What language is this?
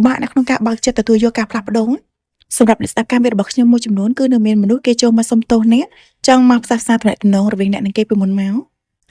Khmer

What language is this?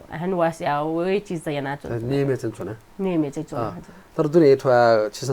Newari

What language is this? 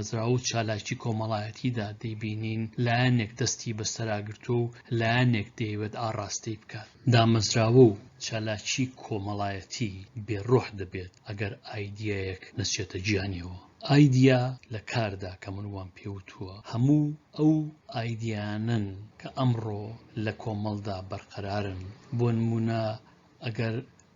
Central Kurdish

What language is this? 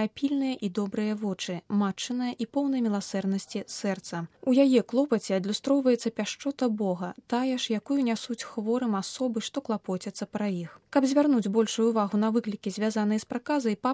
Belarusian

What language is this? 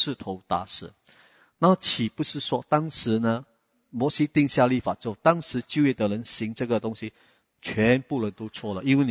Chinese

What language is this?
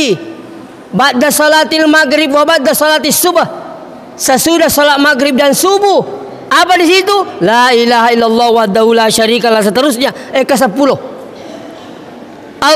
Buginese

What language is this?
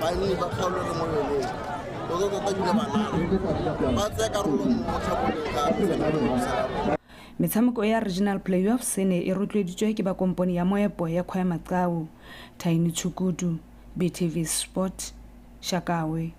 Tswana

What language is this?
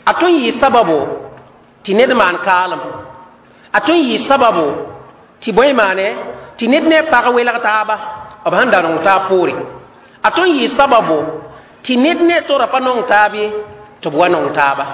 Mossi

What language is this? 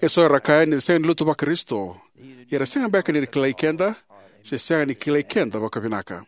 Fijian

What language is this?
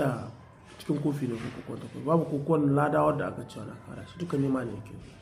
Hausa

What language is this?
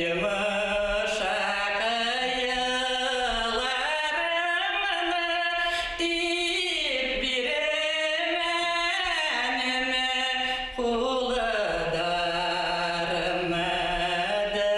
Bashkir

